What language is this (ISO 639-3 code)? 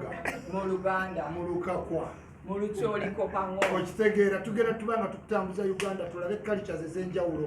lug